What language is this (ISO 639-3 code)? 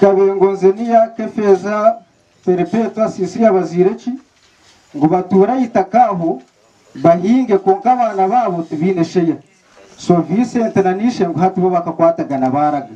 nyn